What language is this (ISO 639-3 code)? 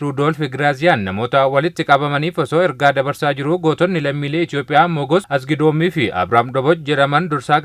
orm